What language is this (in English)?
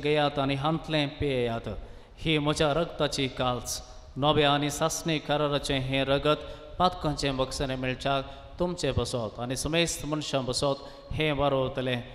Konkani